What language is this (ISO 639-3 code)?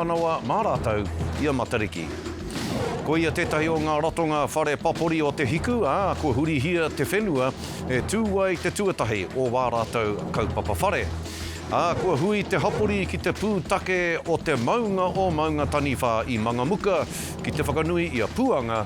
mri